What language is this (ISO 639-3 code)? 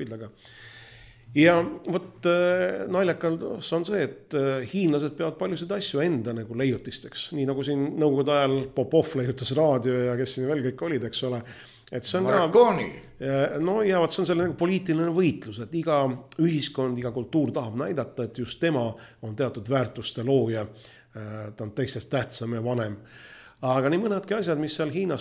est